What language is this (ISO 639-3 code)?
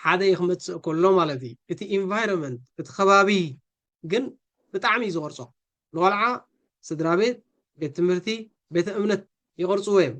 tir